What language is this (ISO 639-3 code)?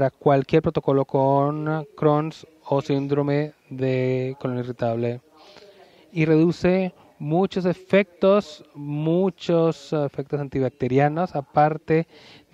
spa